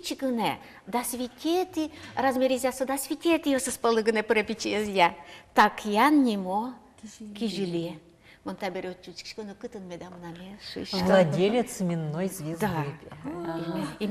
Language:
Udmurt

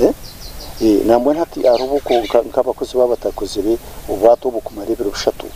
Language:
Nyankole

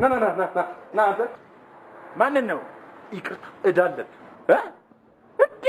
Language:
Amharic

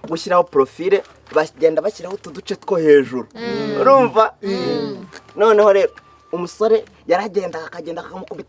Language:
Kinyarwanda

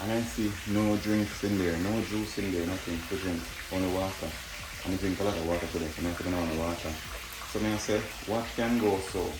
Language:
Jamaican Creole English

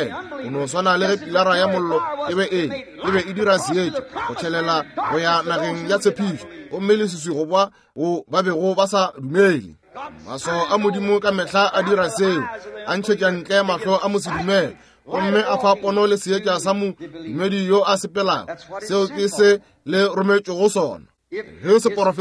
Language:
Northern Sotho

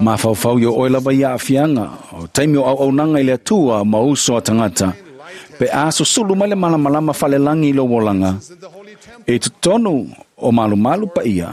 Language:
Samoan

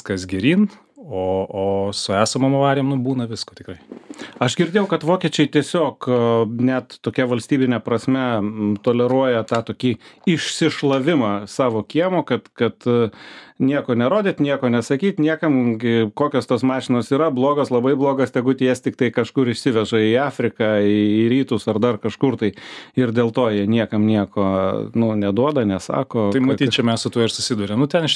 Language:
Lithuanian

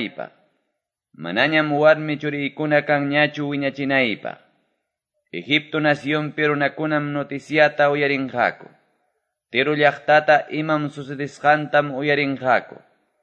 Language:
Quechua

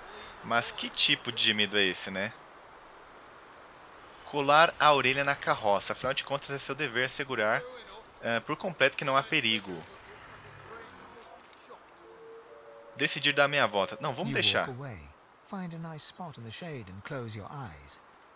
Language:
Portuguese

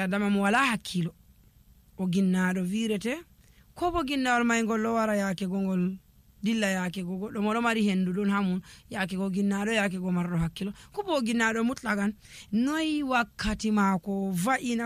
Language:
Fula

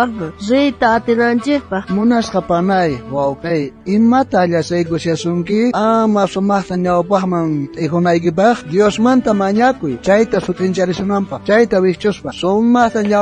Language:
South Bolivian Quechua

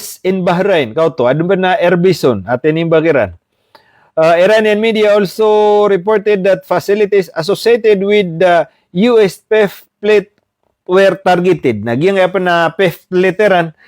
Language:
Maranao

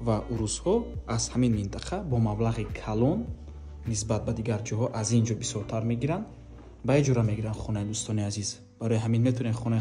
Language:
Tajik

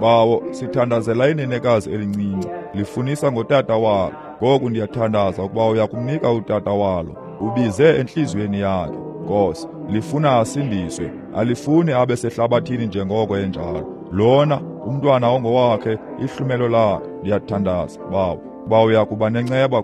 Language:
Xhosa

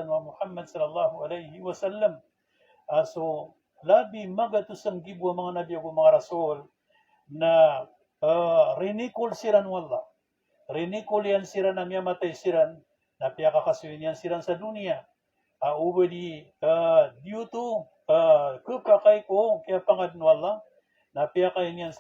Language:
Maranao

